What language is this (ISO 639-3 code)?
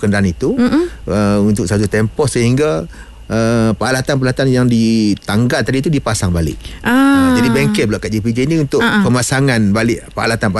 msa